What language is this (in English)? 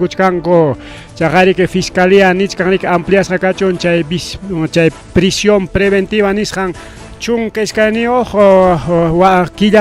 Ayacucho Quechua